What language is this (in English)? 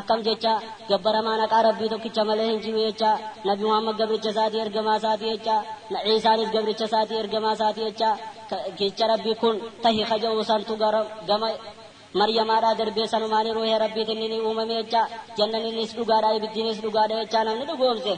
Oromo